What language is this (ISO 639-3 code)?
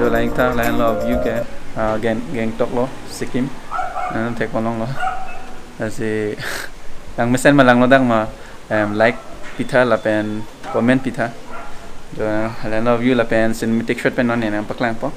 mjw